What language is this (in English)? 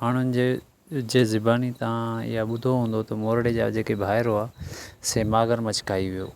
Sindhi